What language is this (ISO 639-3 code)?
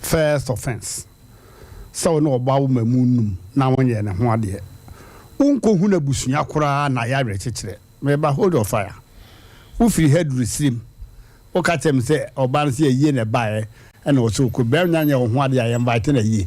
aka